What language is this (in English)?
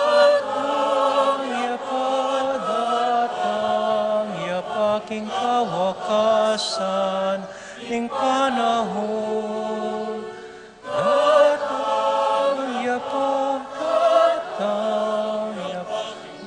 Pampanga